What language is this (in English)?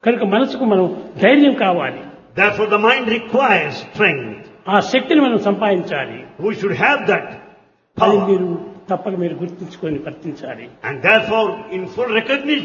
Telugu